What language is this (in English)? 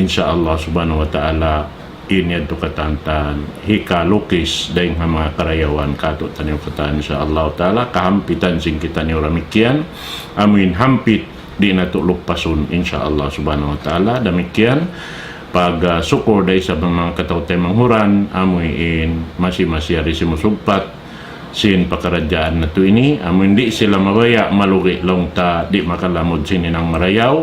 Tausug